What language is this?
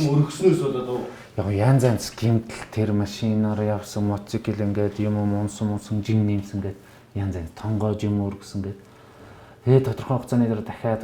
Mongolian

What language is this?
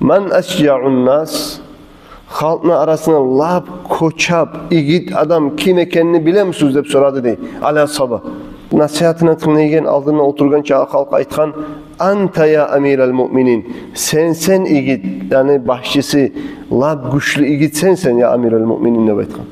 Kumyk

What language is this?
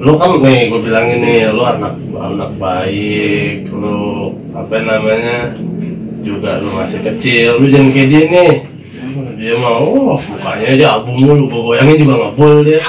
Betawi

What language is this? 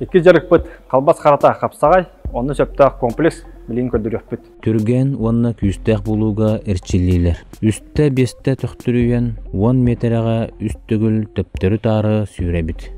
Yakut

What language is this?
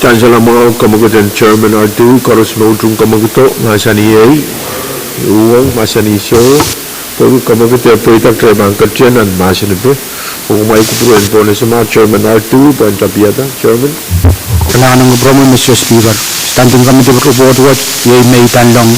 Pohnpeian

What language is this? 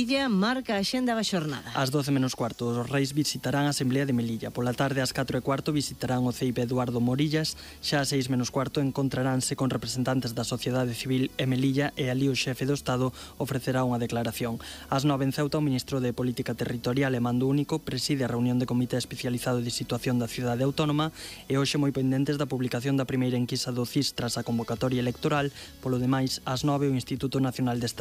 Galician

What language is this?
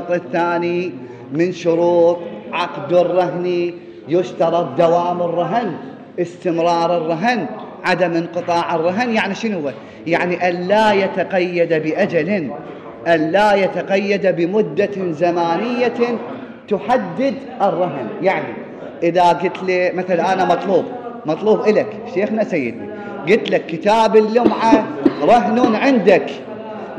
Mesopotamian Arabic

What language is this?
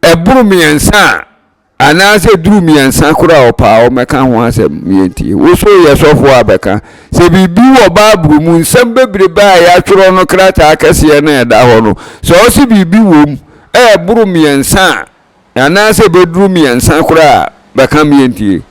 Akan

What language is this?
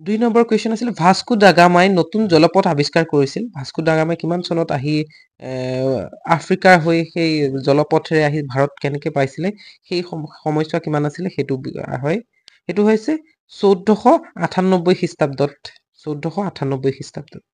Assamese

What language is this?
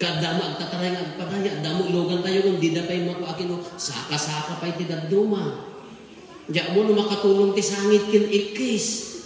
Iloko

